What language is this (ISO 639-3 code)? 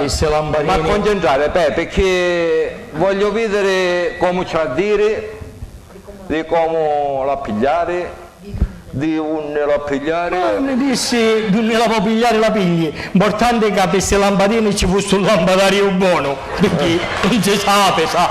scn